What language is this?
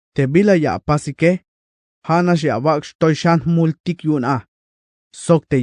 Tzeltal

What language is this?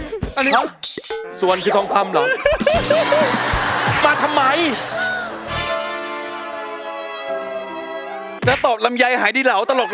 Thai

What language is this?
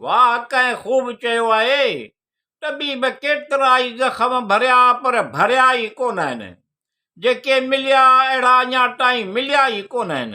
Sindhi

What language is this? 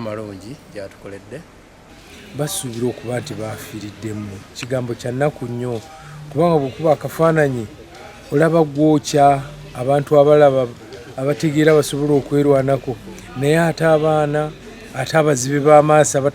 Ganda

